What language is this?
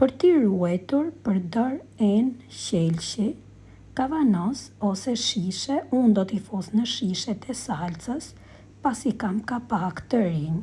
Albanian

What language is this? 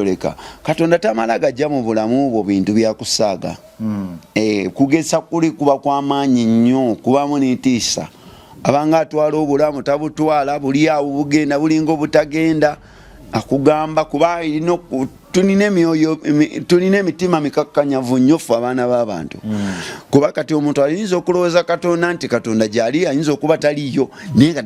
Ganda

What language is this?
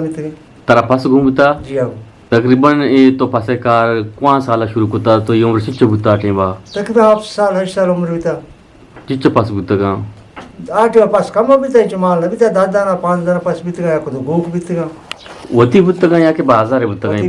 Eastern Balochi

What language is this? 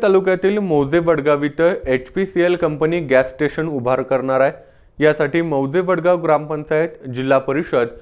Marathi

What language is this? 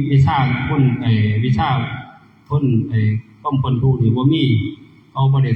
Northeastern Thai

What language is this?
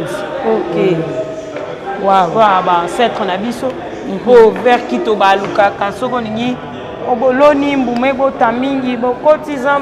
Lingala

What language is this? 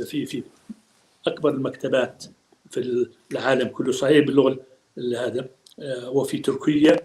North Levantine Arabic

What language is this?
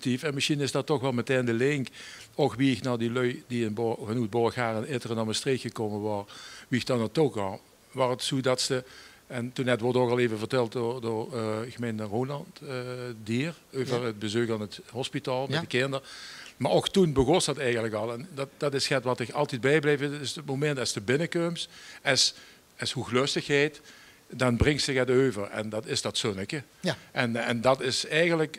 Limburgish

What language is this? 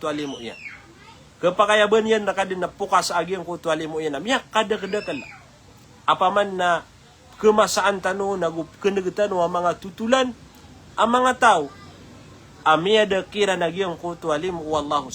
Maranao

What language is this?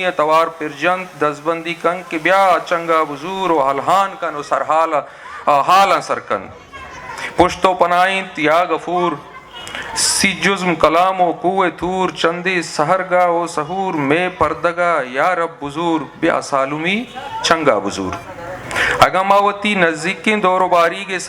Eastern Balochi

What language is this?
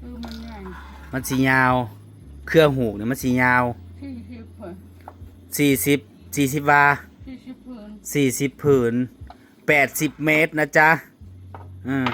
Northeastern Thai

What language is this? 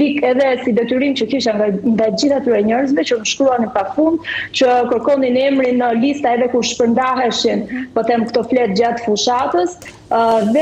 Albanian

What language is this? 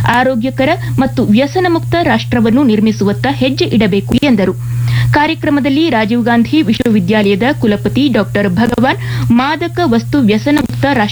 Kannada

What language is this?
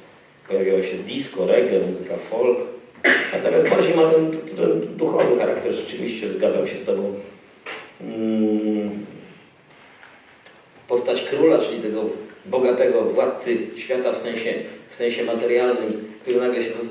Polish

